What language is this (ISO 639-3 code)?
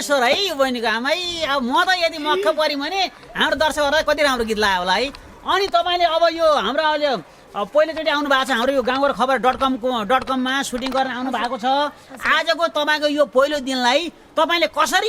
nep